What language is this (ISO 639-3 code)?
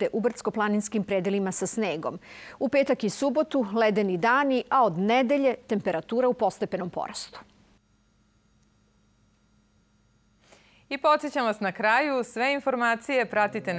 srp